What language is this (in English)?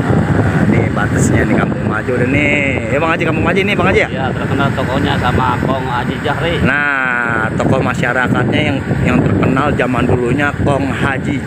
Betawi